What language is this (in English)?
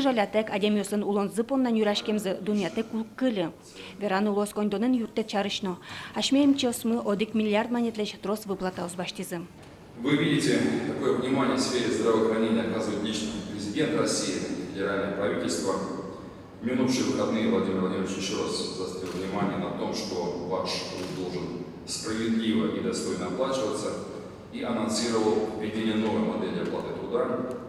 Udmurt